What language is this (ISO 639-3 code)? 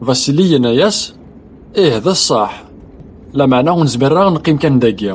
kab